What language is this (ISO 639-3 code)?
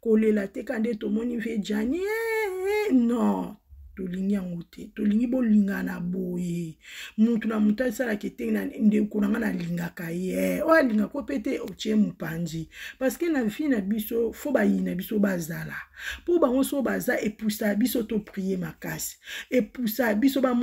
lin